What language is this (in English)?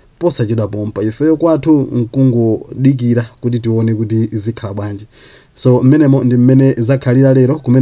Nyanja